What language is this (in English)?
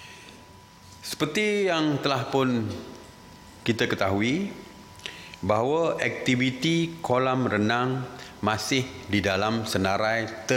Malay